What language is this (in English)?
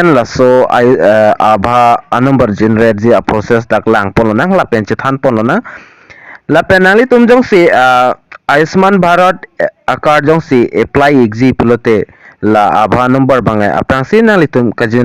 Karbi